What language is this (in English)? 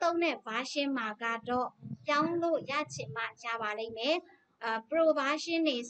Burmese